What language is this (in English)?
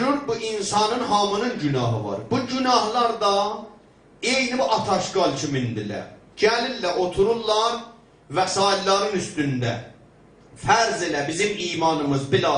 South Azerbaijani